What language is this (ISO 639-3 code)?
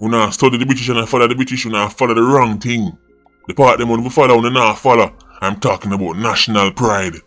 jam